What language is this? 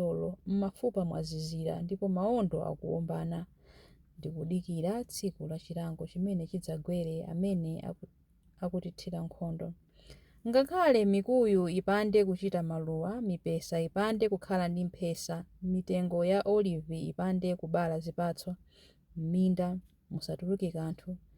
Nyanja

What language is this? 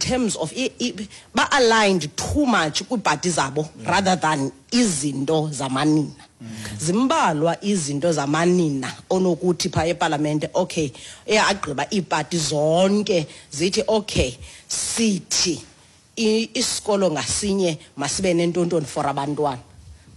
Xhosa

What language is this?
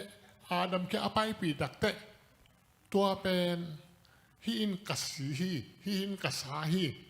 Tedim Chin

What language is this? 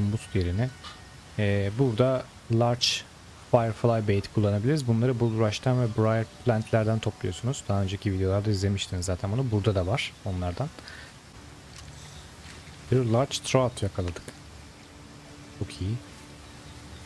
Turkish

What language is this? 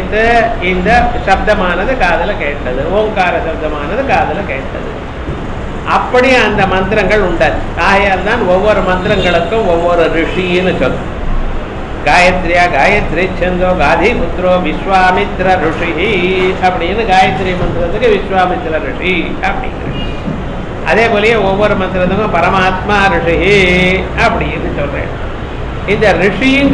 Tamil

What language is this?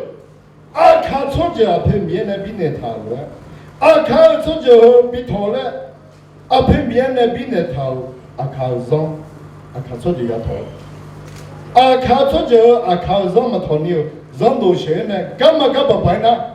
Akha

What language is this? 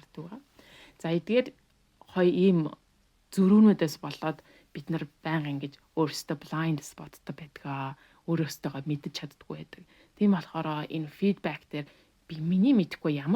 Mongolian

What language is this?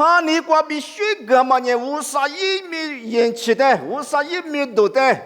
Lisu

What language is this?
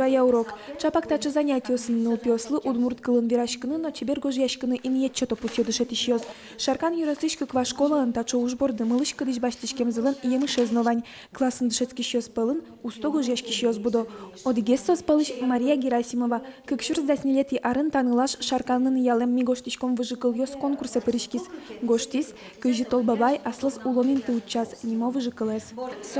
Udmurt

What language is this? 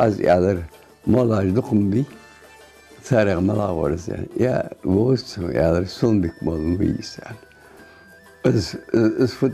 Ingush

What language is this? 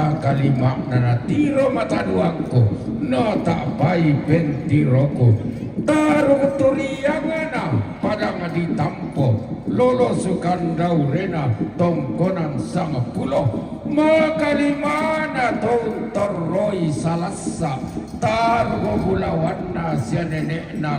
Toraja-Sa'dan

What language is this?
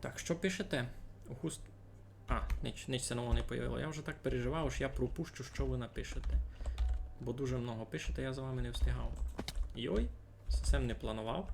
Rusyn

